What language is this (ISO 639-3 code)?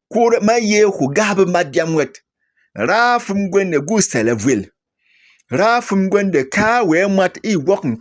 bom